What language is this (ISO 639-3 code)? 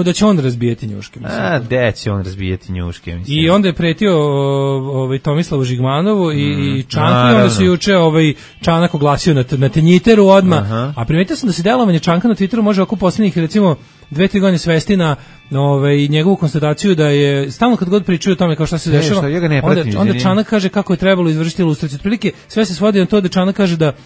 srp